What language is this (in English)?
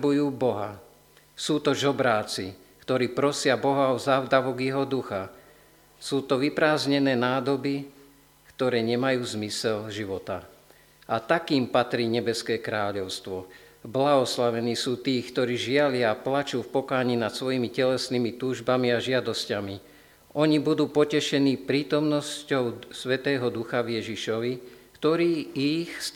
Slovak